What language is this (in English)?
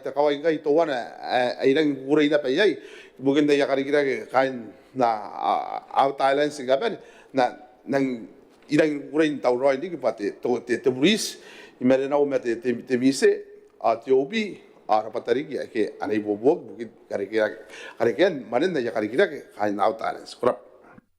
Gilbertese